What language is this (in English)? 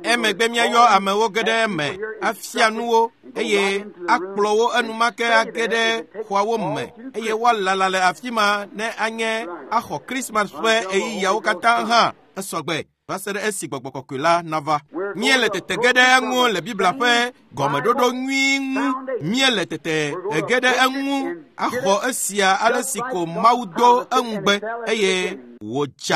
Ewe